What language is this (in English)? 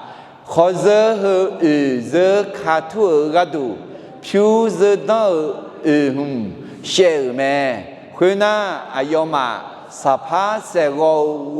Akha